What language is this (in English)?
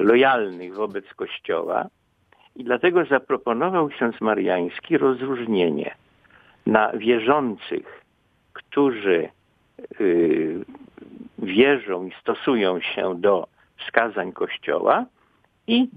Polish